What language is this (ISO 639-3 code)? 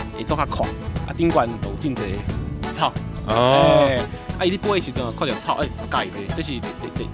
nan